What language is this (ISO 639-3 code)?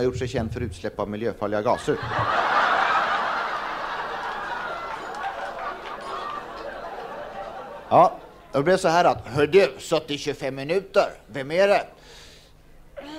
swe